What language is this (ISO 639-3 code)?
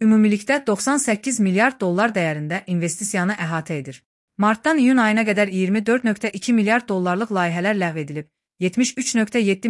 aze